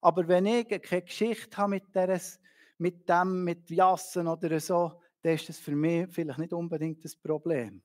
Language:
Swiss German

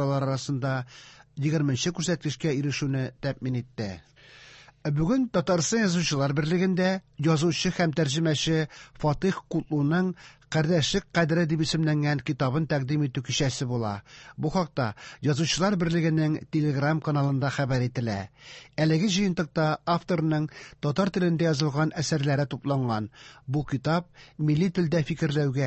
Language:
Tatar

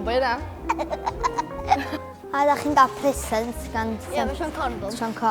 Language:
Welsh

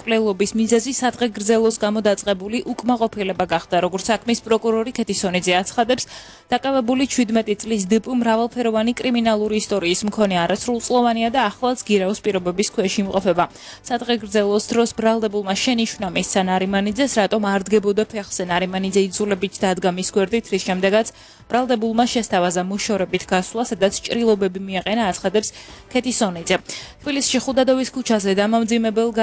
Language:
Georgian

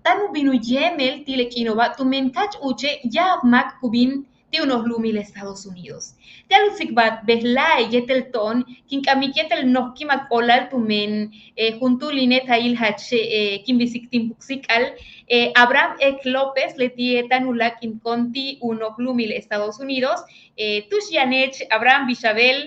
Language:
Yucateco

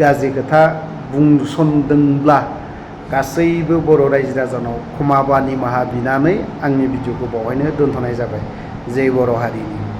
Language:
Bodo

